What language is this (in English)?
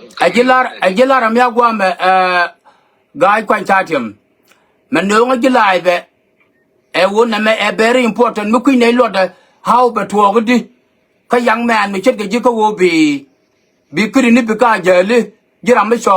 Nuer